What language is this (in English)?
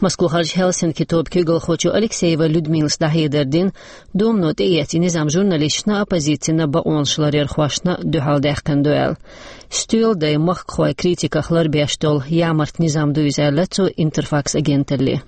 Chechen